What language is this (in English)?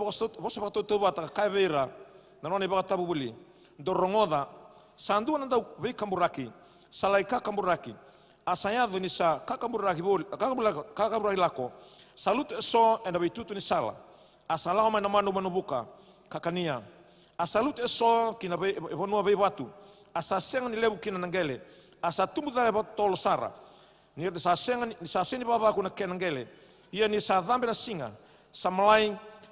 Fijian